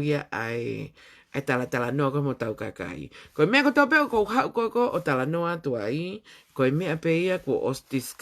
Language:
Tongan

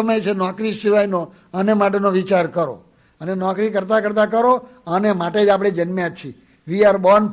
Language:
Gujarati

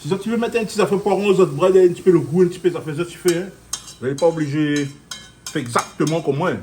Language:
Réunion Creole French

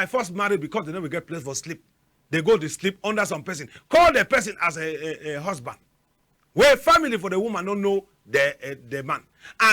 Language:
Cameroon Pidgin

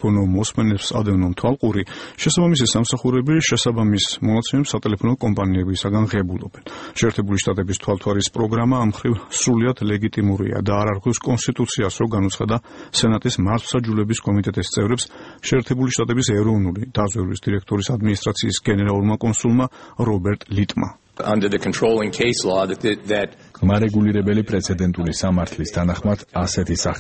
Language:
Georgian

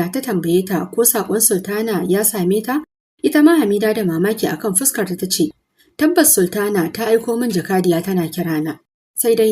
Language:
Hausa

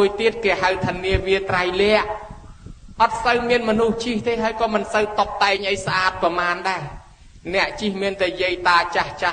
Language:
Khmer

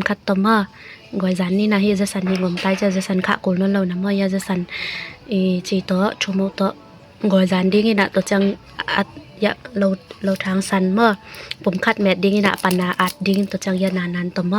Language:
Tedim Chin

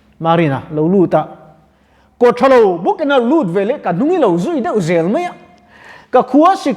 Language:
Mizo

